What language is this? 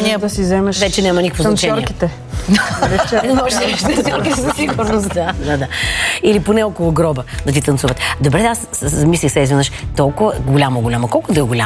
Bulgarian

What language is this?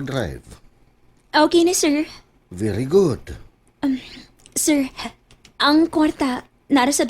Cebuano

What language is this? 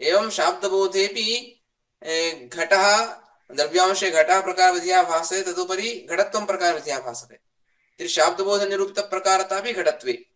Sanskrit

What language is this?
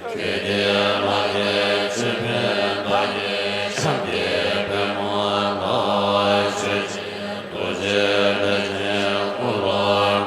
Tibetan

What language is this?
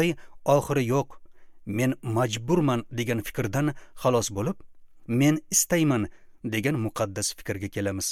Uzbek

